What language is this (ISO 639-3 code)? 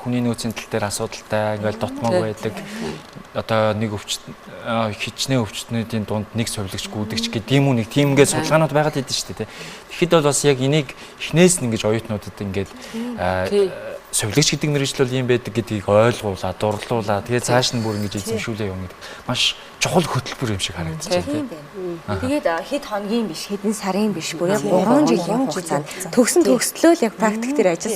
mon